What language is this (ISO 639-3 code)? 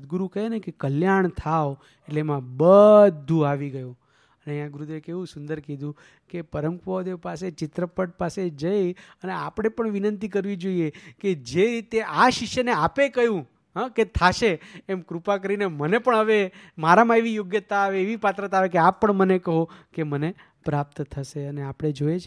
guj